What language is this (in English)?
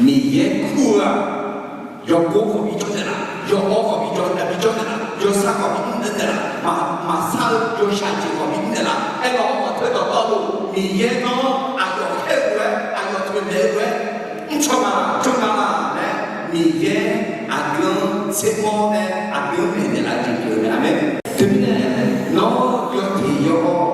Akha